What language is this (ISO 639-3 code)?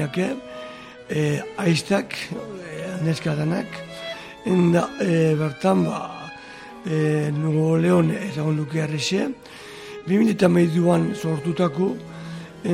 eus